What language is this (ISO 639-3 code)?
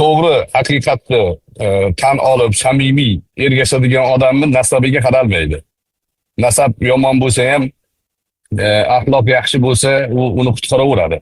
uzb